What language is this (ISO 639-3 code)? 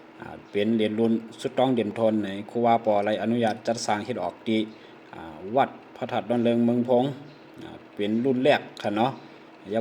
shn